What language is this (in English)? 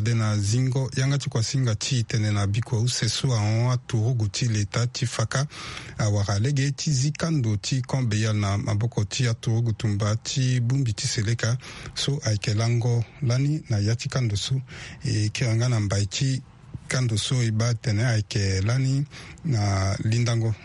Sango